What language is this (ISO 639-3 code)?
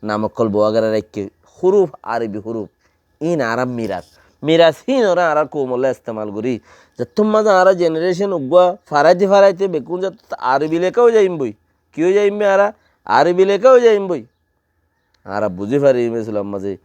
rhg